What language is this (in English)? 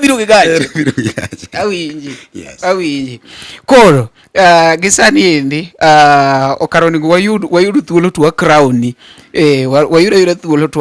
Luo (Kenya and Tanzania)